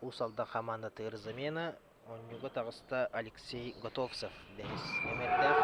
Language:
Yakut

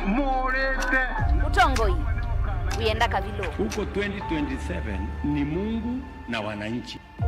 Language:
Kamba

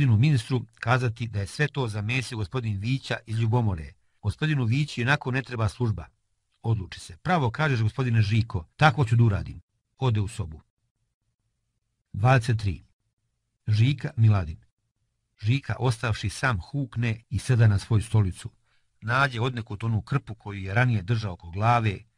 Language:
Serbian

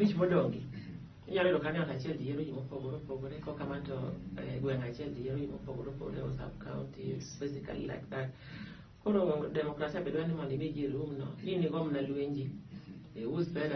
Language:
Luo (Kenya and Tanzania)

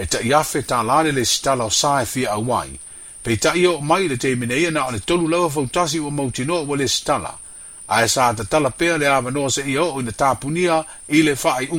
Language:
Samoan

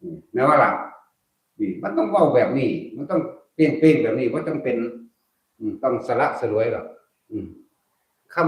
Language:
Northeastern Thai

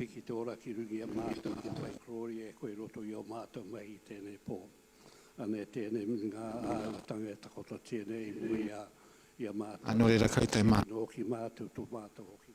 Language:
Māori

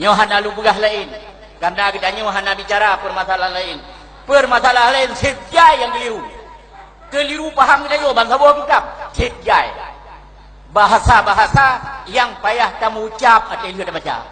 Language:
Achinese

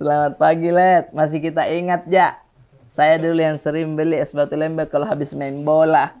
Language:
Makassar Malay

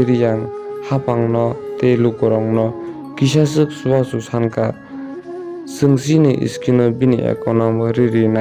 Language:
Kok Borok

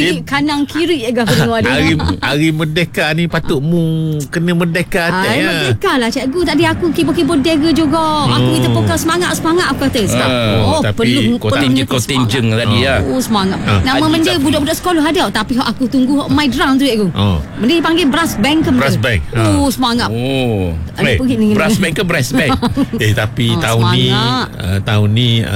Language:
Malay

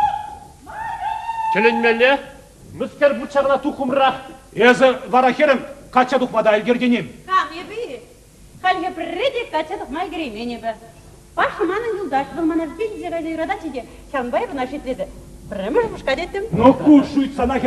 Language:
Chuvash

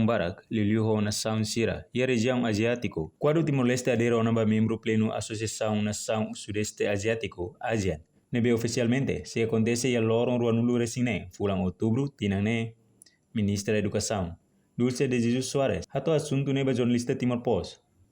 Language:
Tetum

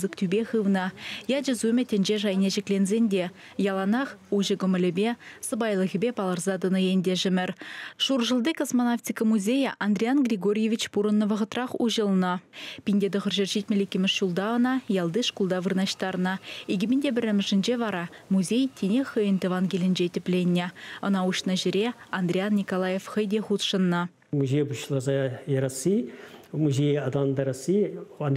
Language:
Chuvash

